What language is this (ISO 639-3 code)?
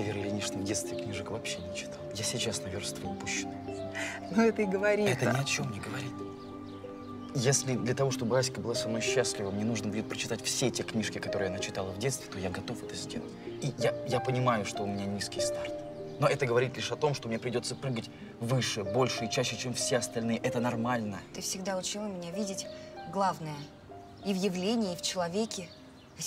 rus